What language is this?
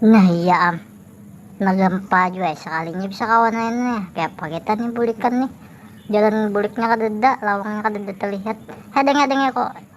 Banjar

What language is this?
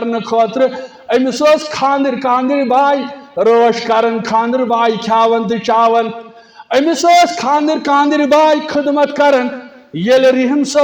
Kashmiri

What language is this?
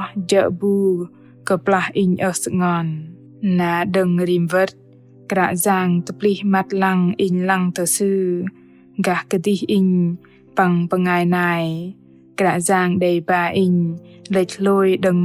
Bahnar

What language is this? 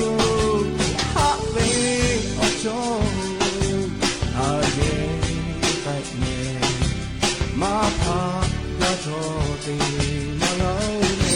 Lahu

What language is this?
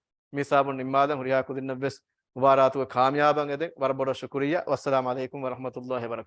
Divehi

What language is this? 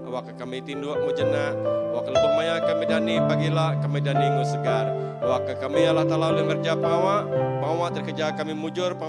Iban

